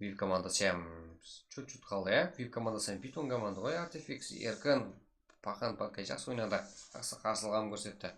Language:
Kara-Kalpak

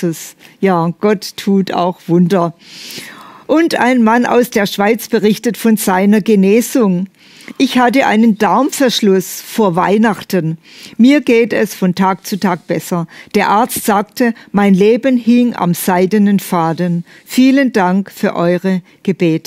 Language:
German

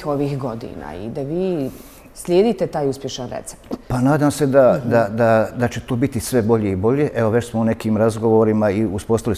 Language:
Bosnian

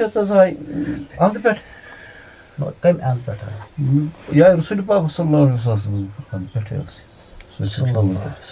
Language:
Kashmiri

